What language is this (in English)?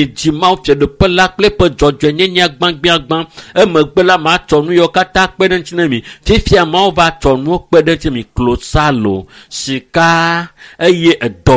Ewe